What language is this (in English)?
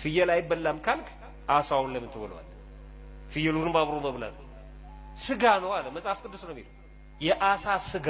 Amharic